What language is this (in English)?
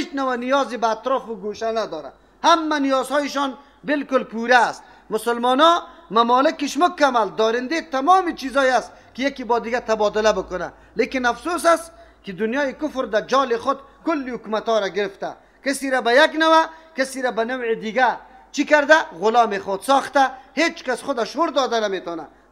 Persian